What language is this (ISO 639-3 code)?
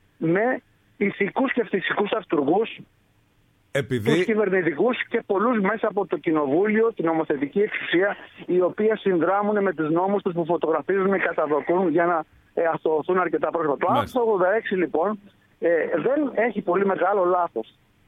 ell